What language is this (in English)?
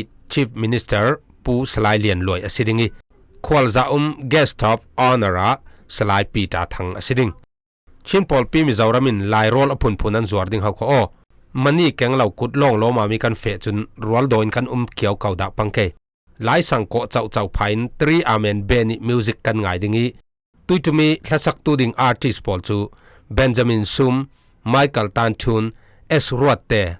Falam Chin